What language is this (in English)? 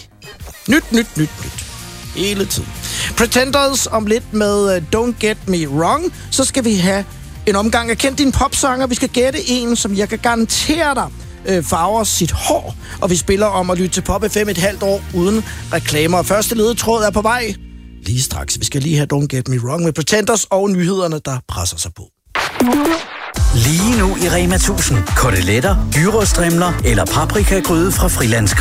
Danish